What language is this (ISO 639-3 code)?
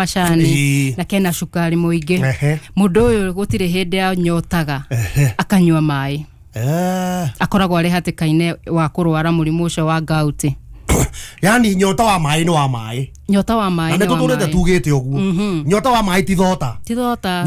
kik